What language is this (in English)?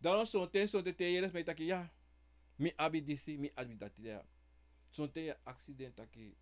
Sranan Tongo